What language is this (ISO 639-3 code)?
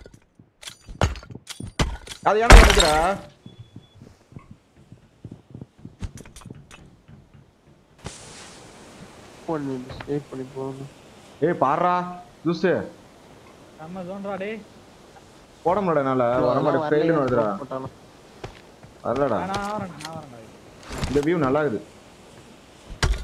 tam